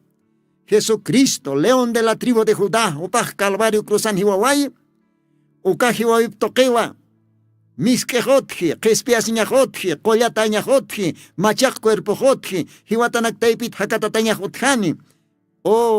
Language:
Aymara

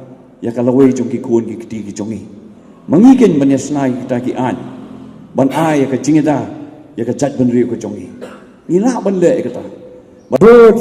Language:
Khasi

